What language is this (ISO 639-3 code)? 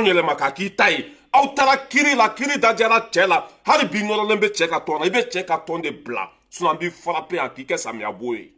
bam